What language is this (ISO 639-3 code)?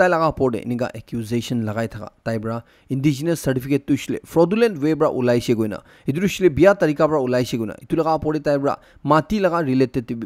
nag